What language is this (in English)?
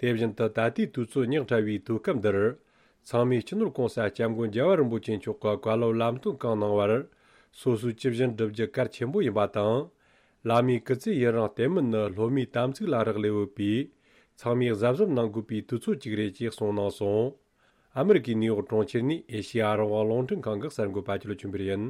Tibetan